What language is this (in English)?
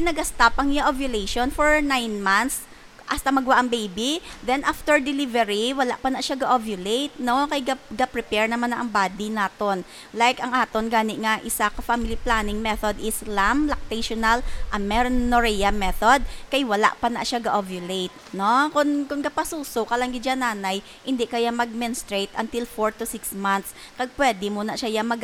Hiligaynon